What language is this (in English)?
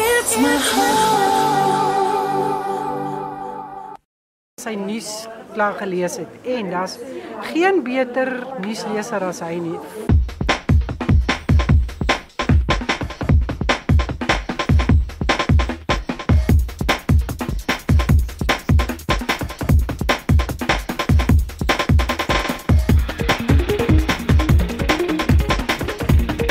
Afrikaans